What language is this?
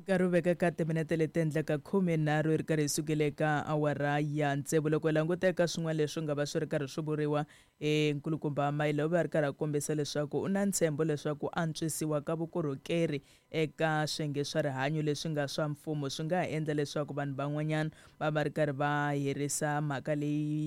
Tsonga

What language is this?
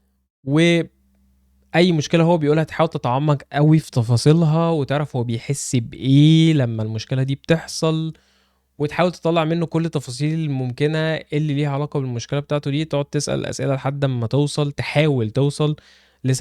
Egyptian Arabic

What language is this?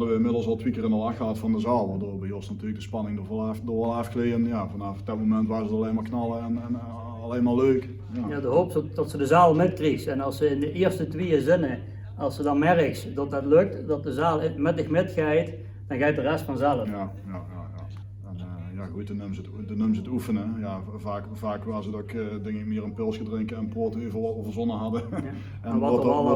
Limburgish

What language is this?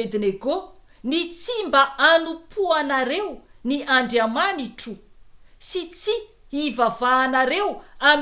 Malagasy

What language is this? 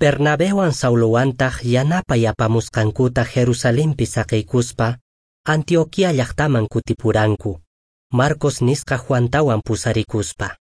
Quechua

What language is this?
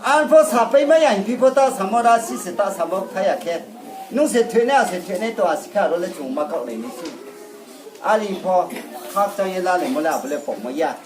Riang (India)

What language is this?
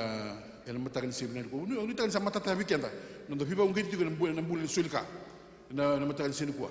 Fijian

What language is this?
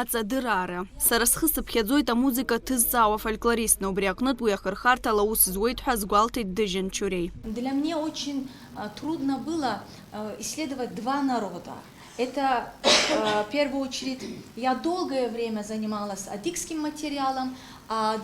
Abkhazian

